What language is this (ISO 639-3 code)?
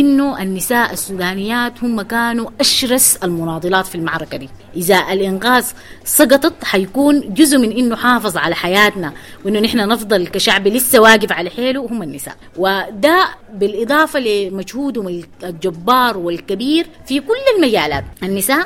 apd